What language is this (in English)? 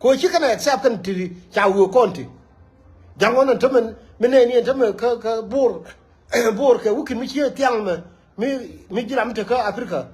Nuer